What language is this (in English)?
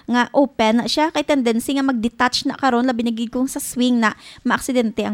Hiligaynon